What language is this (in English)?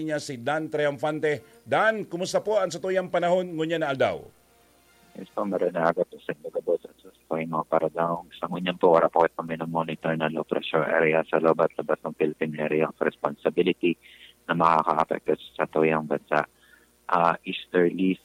Bikol